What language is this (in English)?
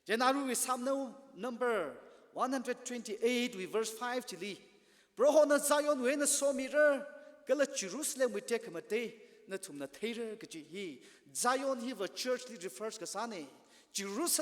Tangkhul Naga (India)